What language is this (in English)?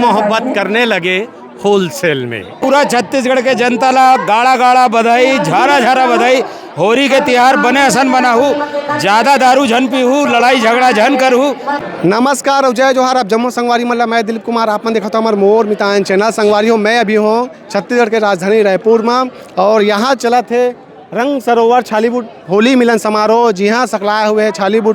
Chhattisgarhi